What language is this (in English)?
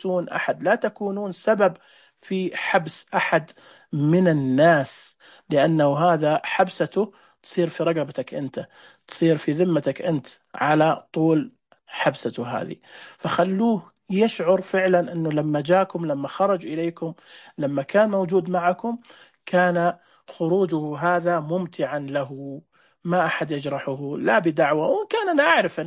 Najdi Arabic